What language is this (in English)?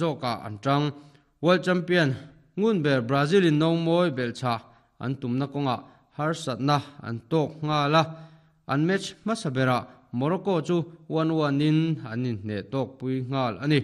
Mizo